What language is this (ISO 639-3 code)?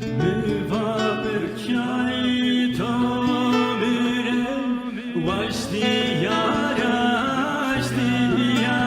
zza